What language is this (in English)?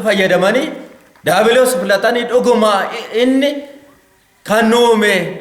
Oromo